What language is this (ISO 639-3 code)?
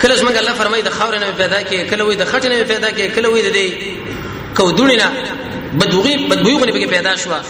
pus